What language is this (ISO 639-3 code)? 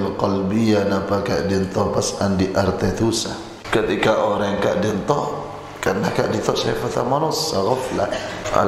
mad